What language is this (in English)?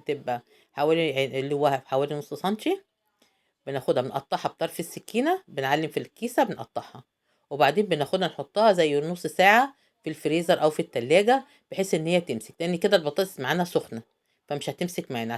Egyptian Arabic